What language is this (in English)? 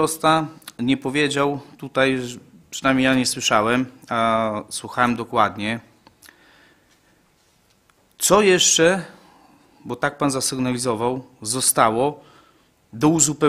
Polish